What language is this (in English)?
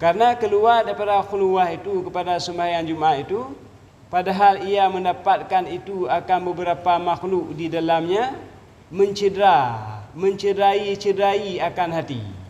Achinese